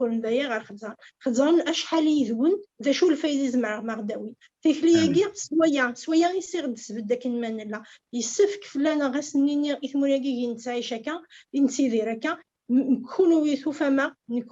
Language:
Kabyle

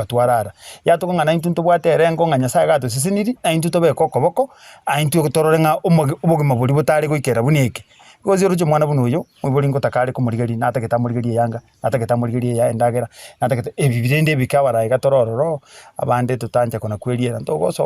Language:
Gusii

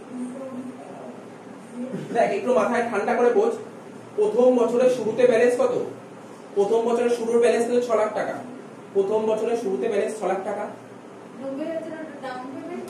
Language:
Bangla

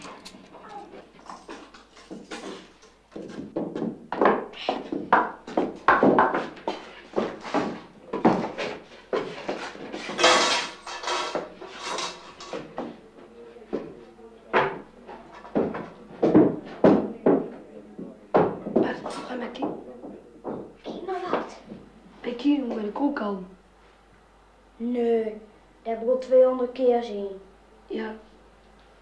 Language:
Dutch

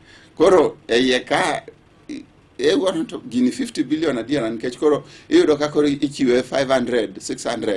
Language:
Luo (Kenya and Tanzania)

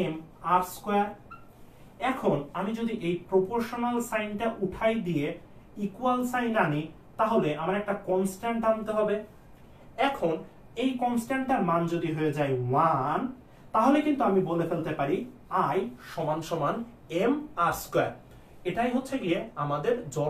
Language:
Bangla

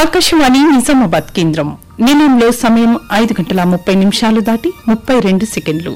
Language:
Telugu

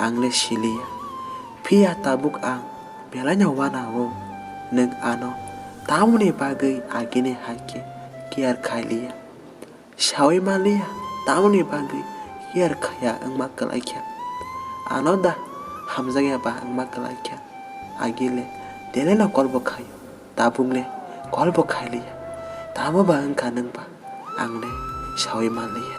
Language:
Kok Borok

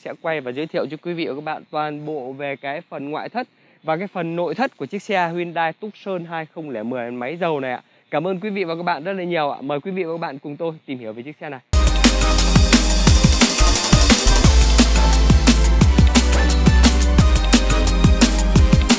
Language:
Vietnamese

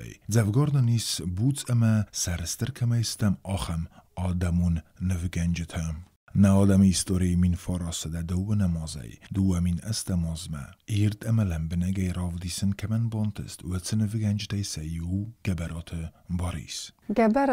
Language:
Ossetic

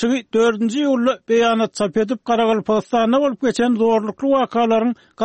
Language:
Turkmen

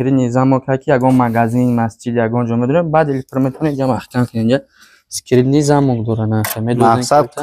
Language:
Tajik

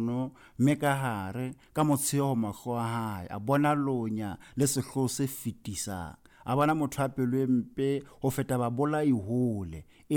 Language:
Southern Sotho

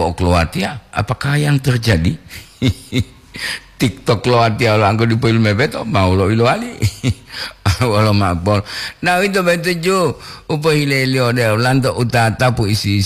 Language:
Gorontalo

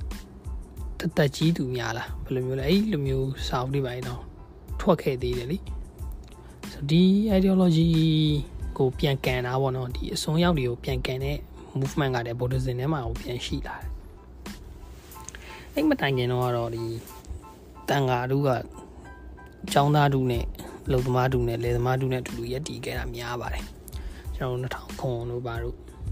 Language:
Burmese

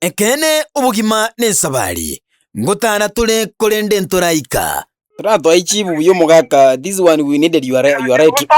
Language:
Gusii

